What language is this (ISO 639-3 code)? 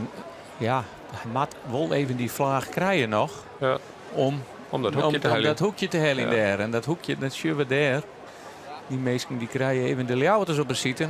fry